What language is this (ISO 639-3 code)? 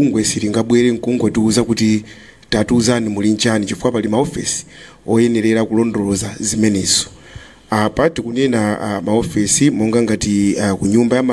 nya